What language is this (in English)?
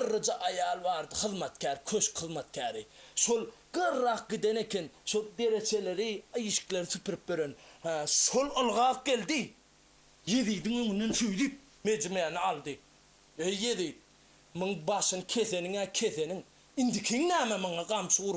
Turkmen